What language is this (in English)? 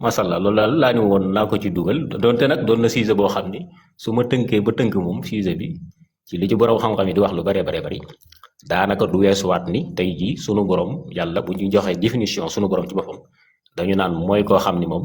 Wolof